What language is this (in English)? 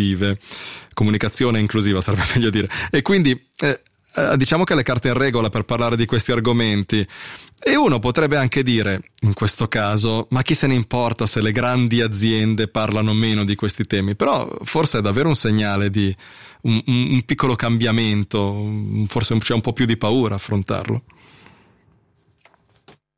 Italian